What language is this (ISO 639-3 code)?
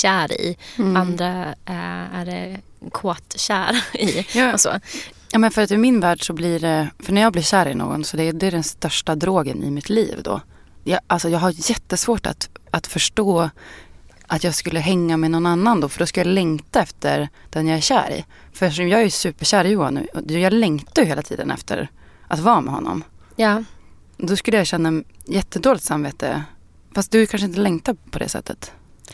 swe